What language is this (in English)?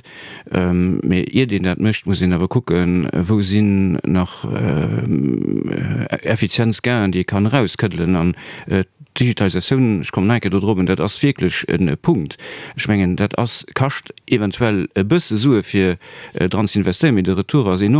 Luxembourgish